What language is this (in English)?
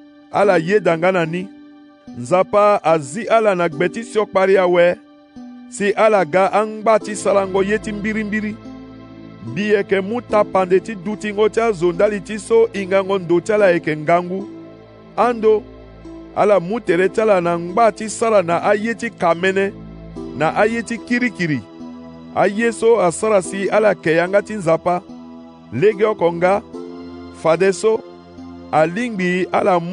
Sango